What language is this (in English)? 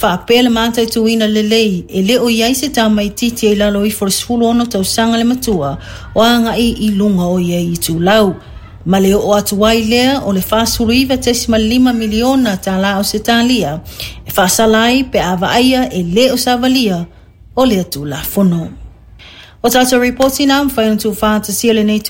Samoan